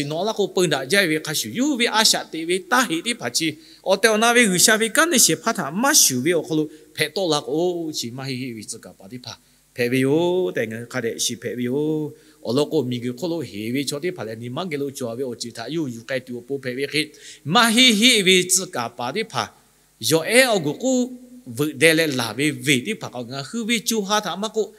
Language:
Lahu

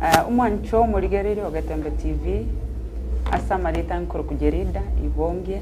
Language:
Gusii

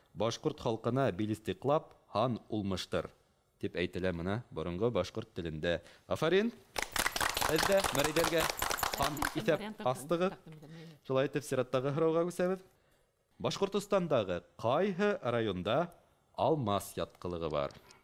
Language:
Bashkir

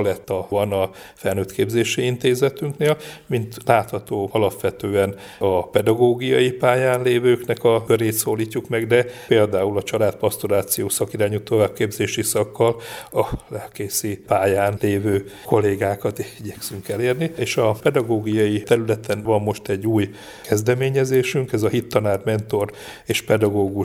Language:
Hungarian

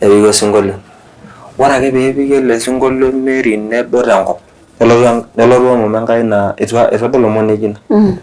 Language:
Masai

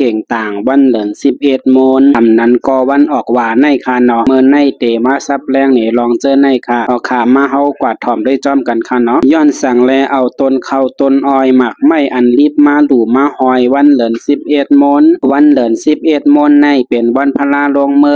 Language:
Shan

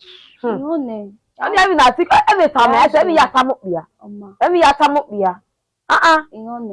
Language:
Bini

